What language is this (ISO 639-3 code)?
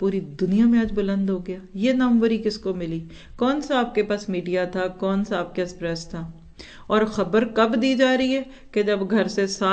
urd